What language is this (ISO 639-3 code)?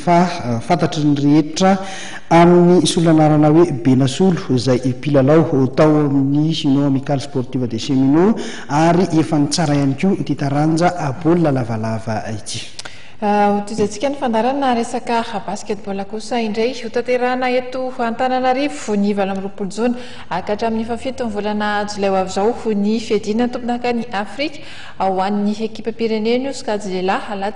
mlg